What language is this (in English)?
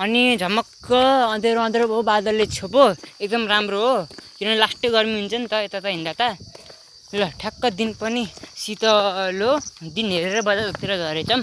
Nepali